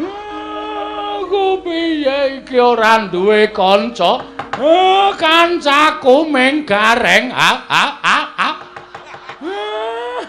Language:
Javanese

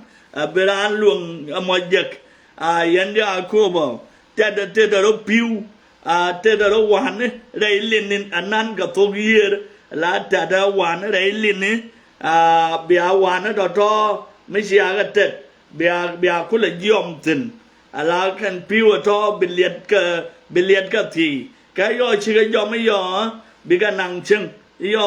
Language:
Nuer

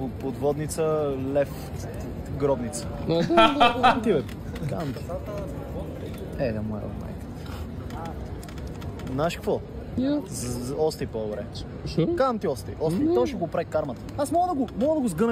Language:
Bulgarian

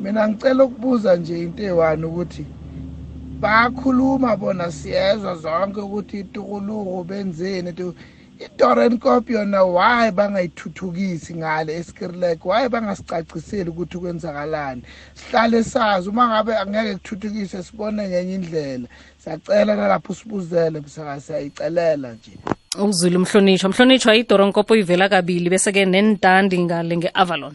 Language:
South Ndebele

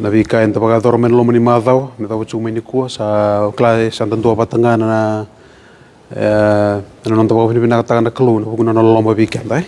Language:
Fijian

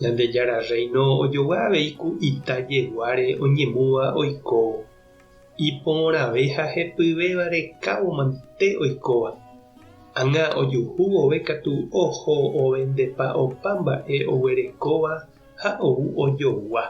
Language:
Guarani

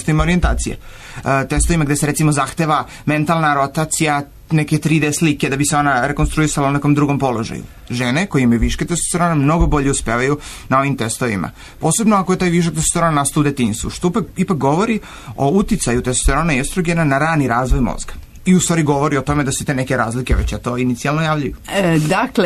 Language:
Serbian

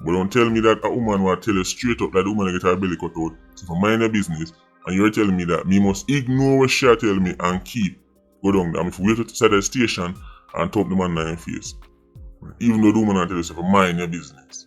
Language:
Jamaican Creole English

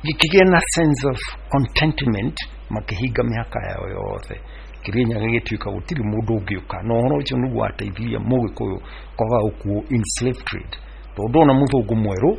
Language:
Kikuyu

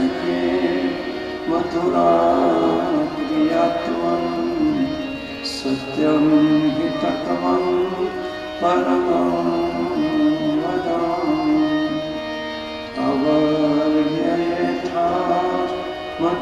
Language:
Gujarati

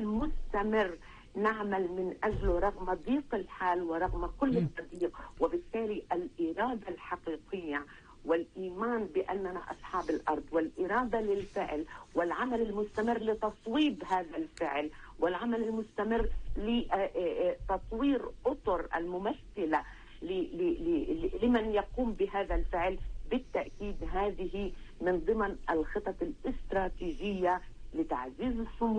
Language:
Arabic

